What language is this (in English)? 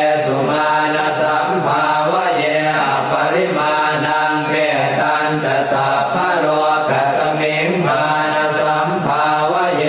Pali